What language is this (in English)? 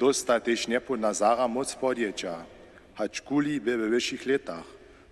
Upper Sorbian